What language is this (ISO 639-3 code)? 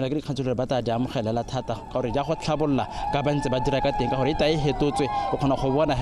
tsn